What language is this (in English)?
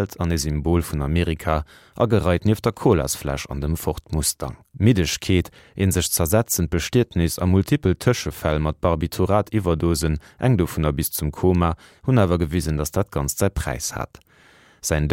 Luxembourgish